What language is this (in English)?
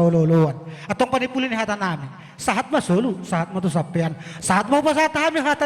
Batak Toba